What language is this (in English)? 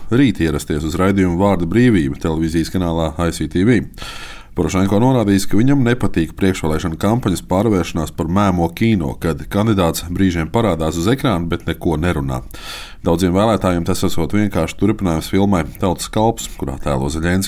Latvian